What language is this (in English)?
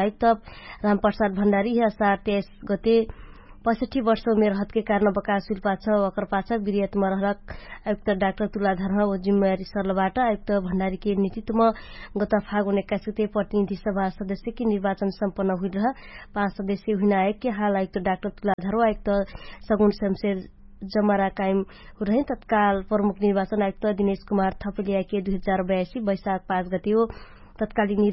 Dangaura Tharu